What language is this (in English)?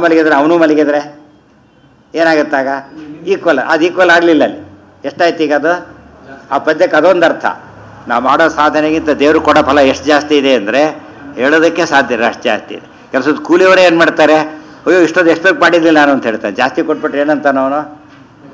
Kannada